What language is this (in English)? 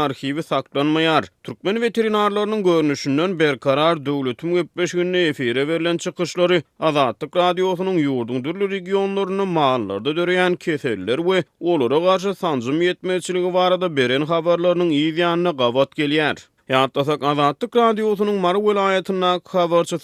Turkmen